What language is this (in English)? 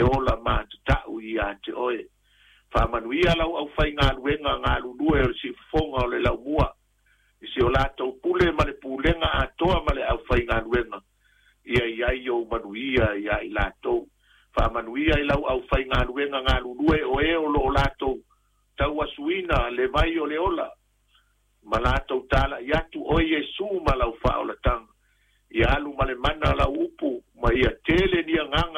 Samoan